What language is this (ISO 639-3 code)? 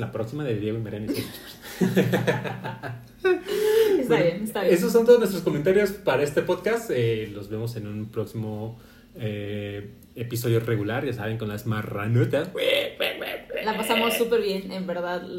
spa